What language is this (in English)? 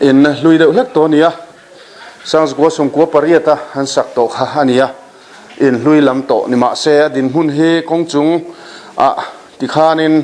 Mizo